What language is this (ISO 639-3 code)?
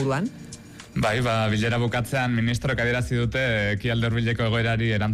eus